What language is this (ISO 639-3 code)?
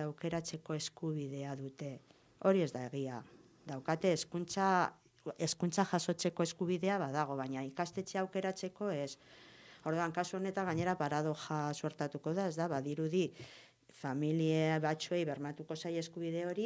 eus